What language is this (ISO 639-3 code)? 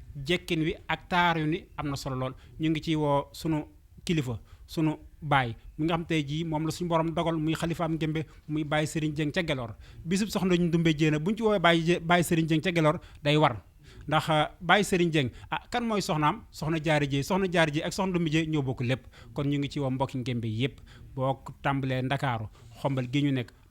wol